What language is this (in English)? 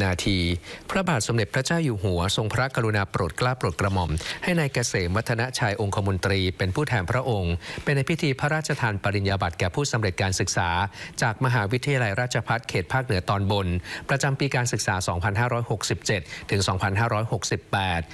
Thai